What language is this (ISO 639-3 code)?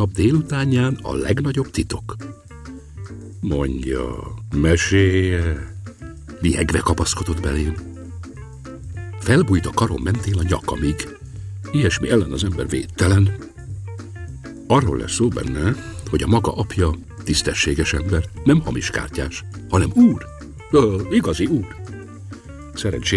hun